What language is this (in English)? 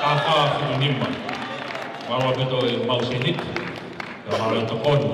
Tongan